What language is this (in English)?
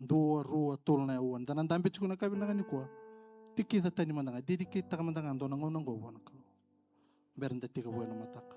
Fijian